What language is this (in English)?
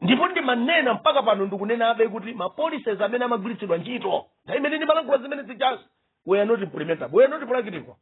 Nyanja